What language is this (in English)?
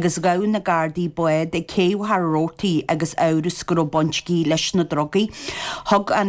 Irish